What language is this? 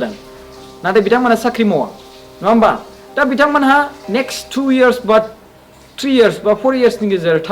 Bodo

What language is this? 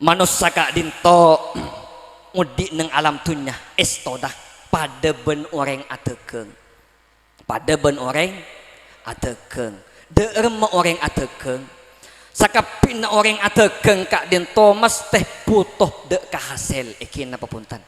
Madurese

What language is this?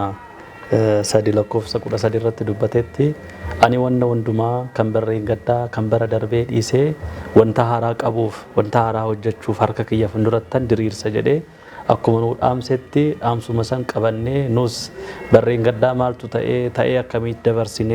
Oromo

